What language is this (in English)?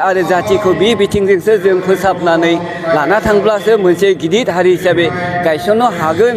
Bodo